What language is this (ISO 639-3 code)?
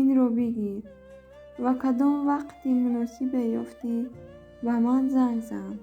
tgk